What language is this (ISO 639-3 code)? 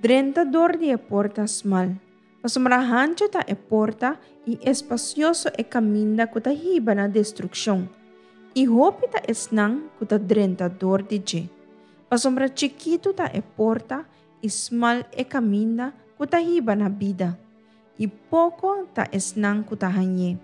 pap